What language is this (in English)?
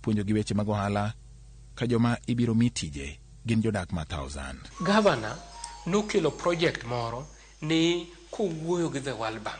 Luo (Kenya and Tanzania)